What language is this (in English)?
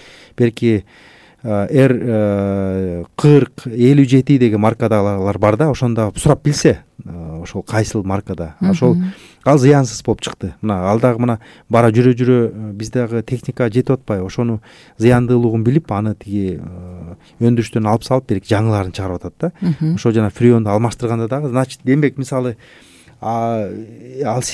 Kyrgyz